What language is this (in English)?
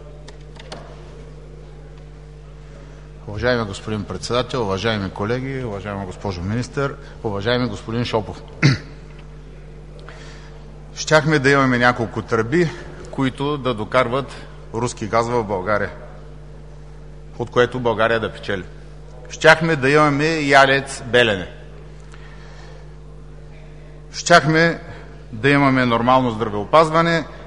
Bulgarian